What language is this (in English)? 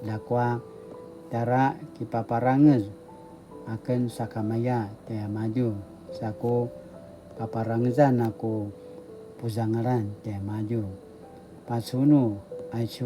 Paiwan